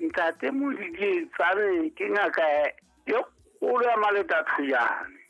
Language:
Southern Sotho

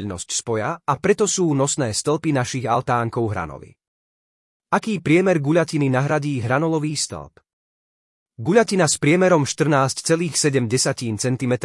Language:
Slovak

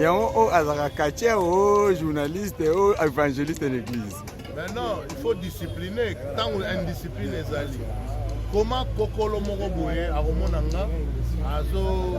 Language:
Lingala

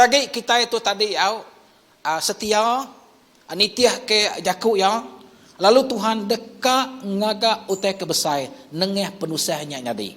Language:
Iban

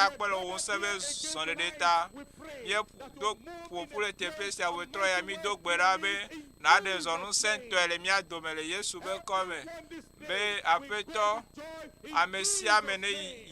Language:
Ewe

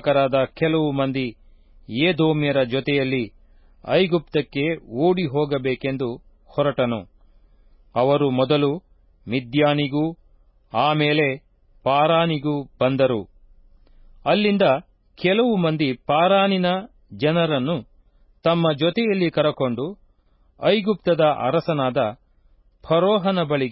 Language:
Kannada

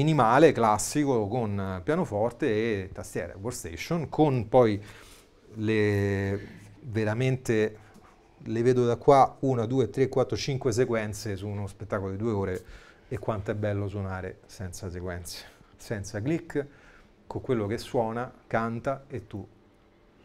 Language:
Italian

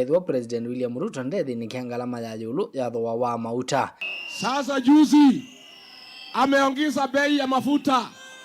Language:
Kamba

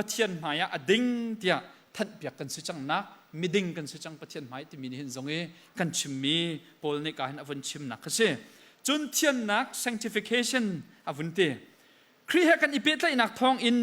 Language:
Hakha Chin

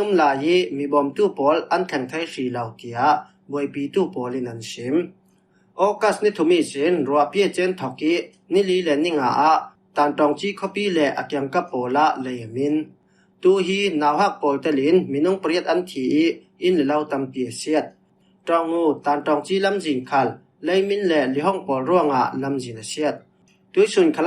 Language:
Falam Chin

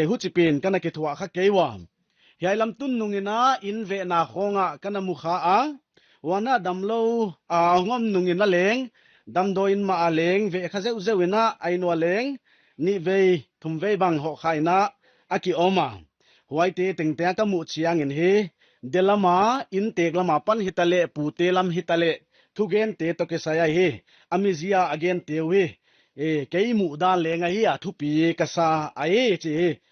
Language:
Paite Chin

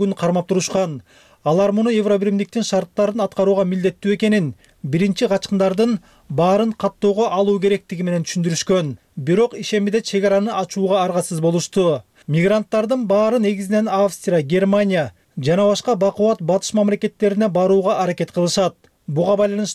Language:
Kyrgyz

